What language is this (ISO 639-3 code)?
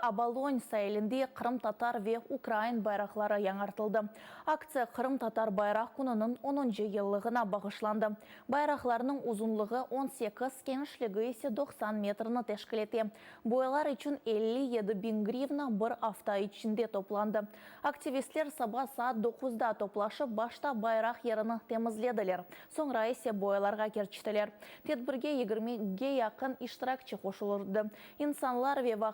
crh